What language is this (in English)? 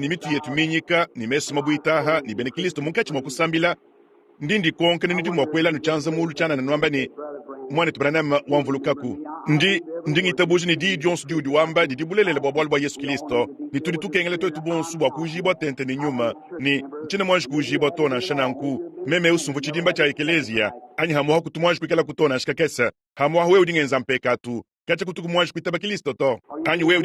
Luba-Lulua